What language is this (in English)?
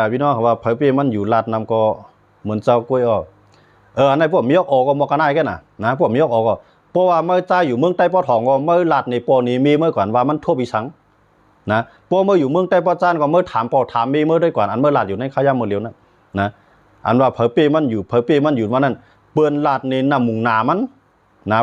Shan